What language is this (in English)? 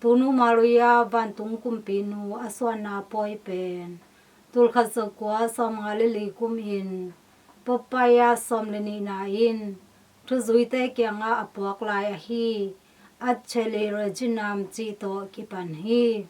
Tedim Chin